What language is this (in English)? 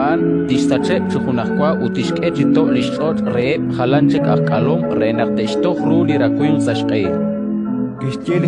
Kekchí